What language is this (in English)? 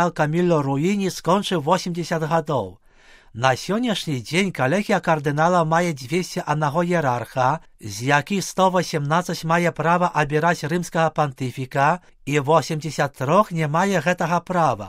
Belarusian